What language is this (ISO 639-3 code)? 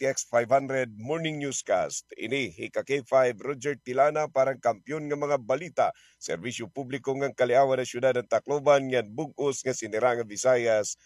war